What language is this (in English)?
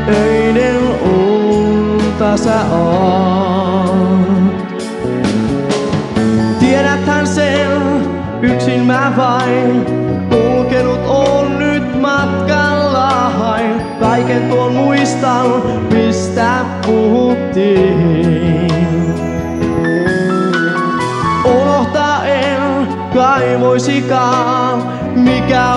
Finnish